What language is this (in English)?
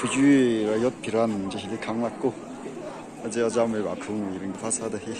Tangkhul Naga (India)